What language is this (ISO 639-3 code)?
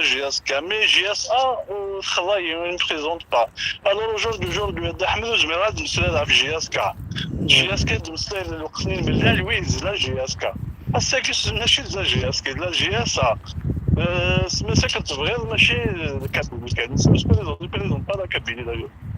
kab